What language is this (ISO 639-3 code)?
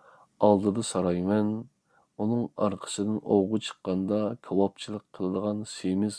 uig